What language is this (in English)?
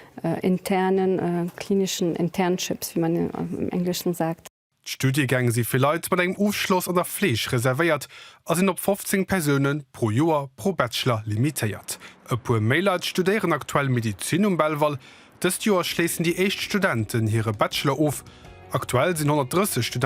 Luxembourgish